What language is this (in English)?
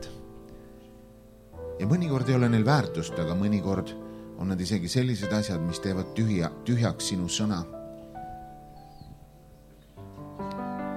Estonian